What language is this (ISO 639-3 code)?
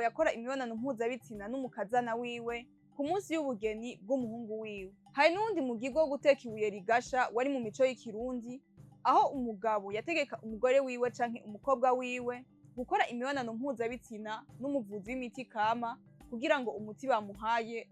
run